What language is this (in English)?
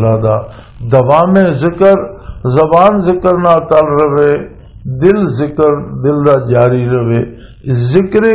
Western Panjabi